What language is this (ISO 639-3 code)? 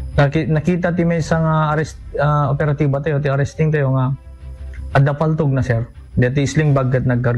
ilo